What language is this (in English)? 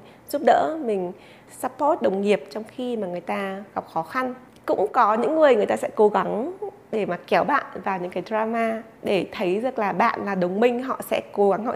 Vietnamese